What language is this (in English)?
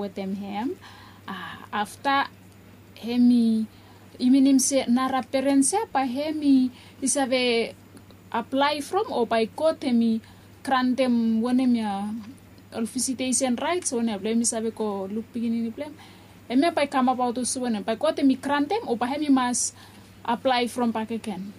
Bislama